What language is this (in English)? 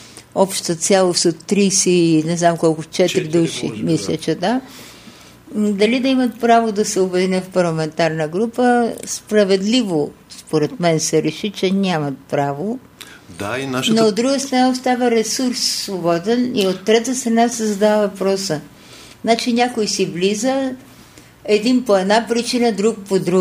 Bulgarian